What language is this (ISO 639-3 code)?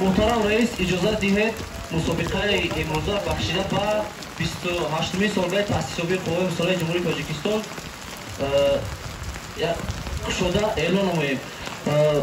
tgk